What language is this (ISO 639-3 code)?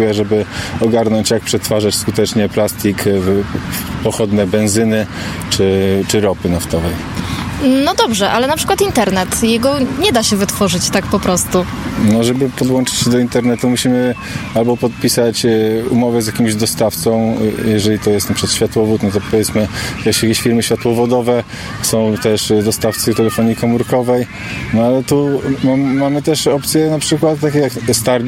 pol